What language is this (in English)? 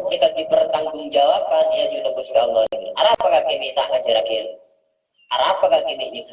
Madurese